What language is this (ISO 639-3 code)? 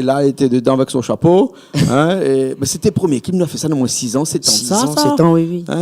rcf